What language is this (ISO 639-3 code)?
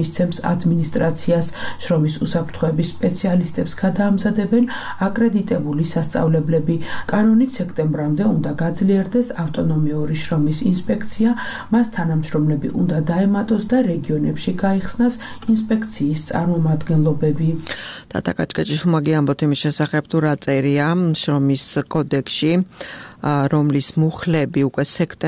kat